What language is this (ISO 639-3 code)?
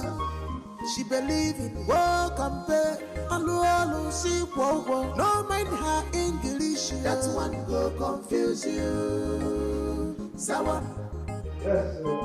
pcm